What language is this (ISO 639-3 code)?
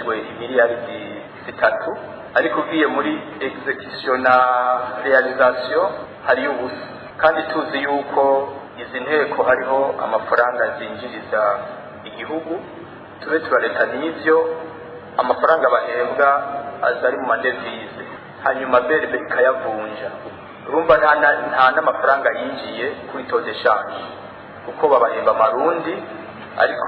run